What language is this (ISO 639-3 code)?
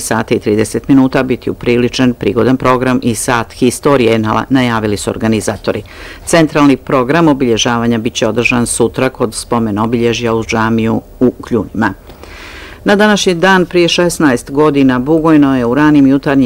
bos